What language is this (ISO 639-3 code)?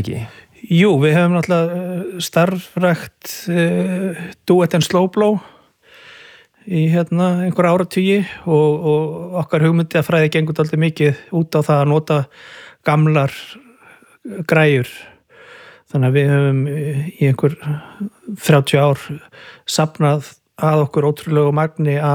isl